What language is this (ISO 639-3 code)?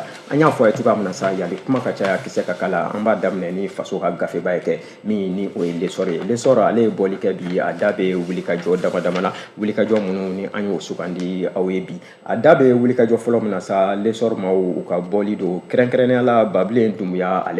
bam